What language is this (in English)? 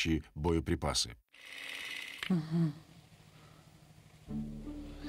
Russian